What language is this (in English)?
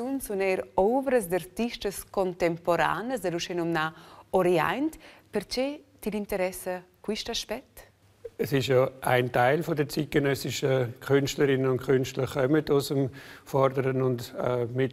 Romansh